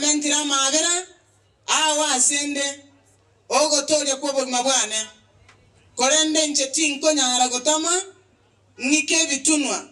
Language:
Gusii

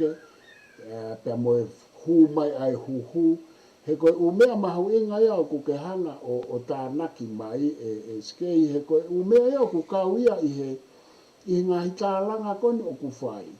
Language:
Tongan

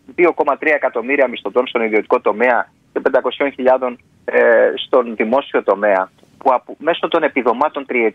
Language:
Greek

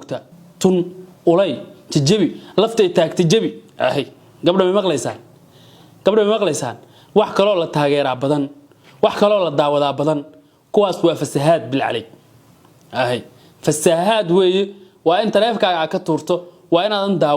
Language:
Somali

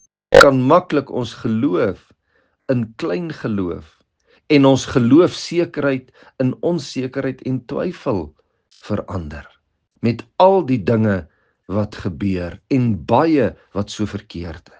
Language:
Afrikaans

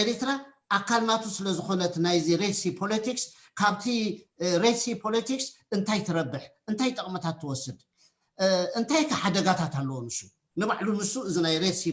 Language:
Tigrinya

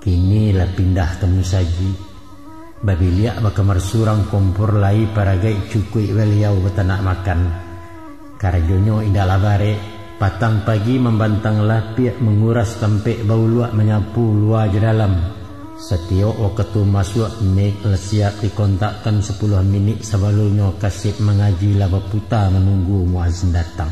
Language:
Minangkabau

